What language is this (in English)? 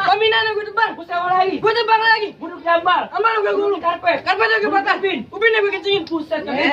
Betawi